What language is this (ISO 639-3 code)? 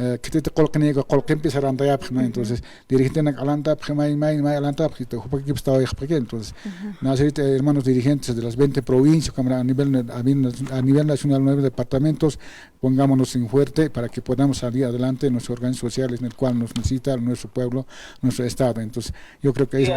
aym